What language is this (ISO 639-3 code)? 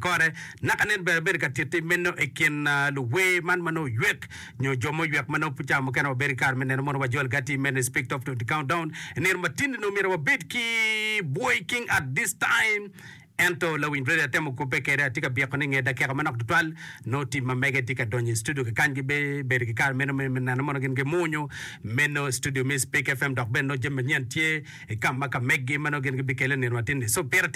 ach